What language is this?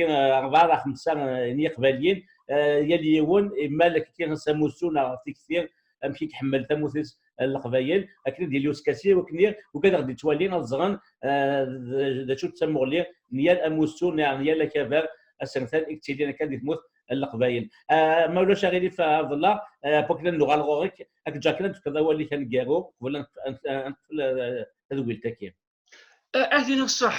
Kabyle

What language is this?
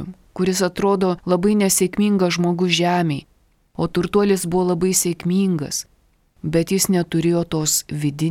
Lithuanian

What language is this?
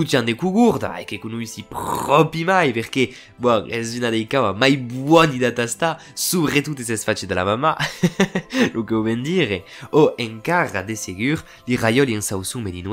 Occitan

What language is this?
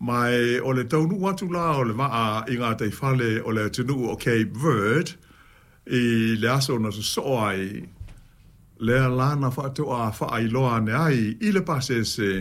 Samoan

